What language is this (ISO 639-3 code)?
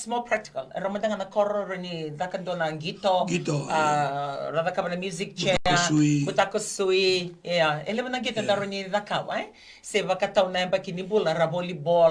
fij